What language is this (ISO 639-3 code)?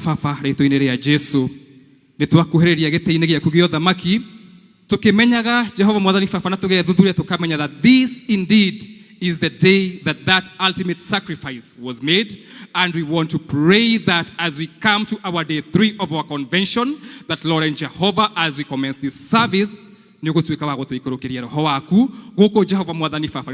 kik